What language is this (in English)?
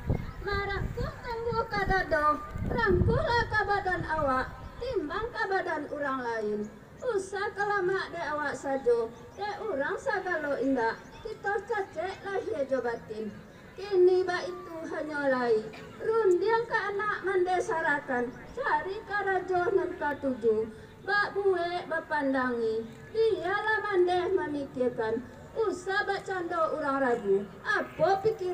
Minangkabau